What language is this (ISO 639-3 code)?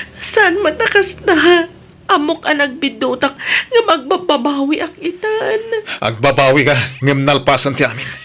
ilo